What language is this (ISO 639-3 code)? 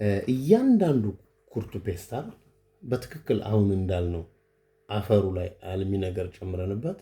amh